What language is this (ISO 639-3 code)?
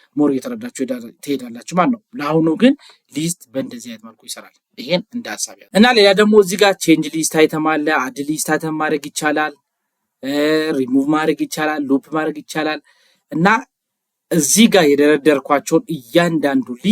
amh